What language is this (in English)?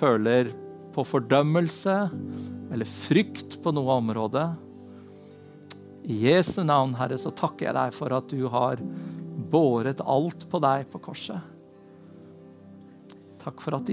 Norwegian